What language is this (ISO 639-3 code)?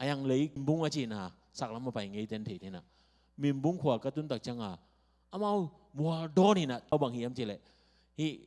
ctd